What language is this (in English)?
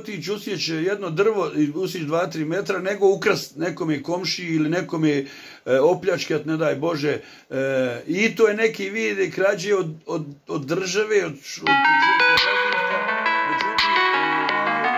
Bosnian